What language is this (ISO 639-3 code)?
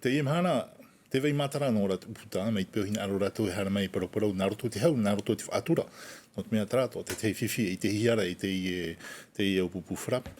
tah